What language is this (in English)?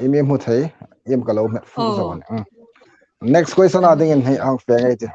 Hmar